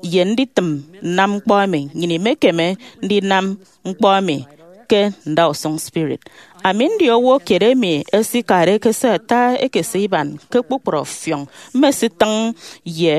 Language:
Efik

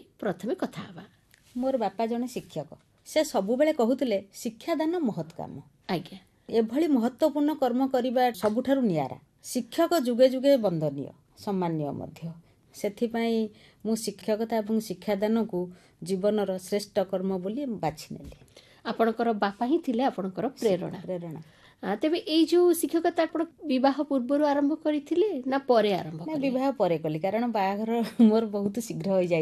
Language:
Odia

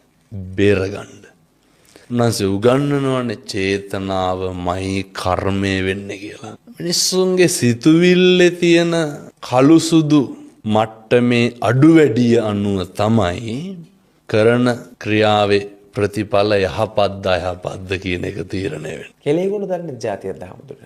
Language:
Sinhala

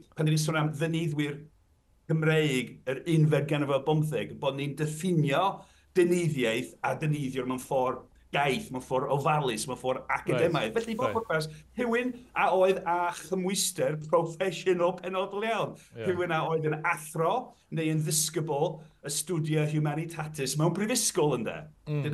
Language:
Welsh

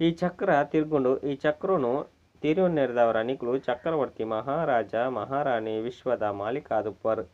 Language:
Tulu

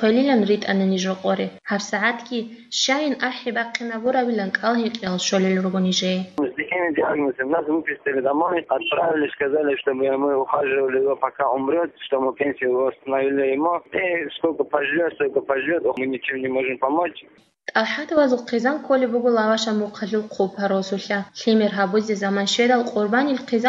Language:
Avaric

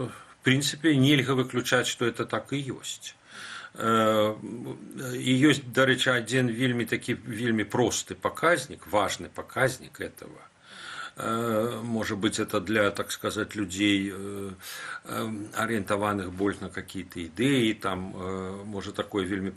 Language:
Belarusian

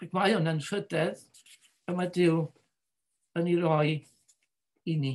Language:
Welsh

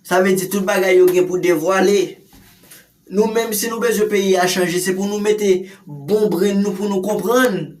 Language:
Haitian Creole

